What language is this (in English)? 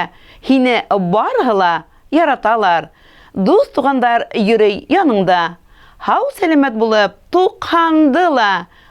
Bashkir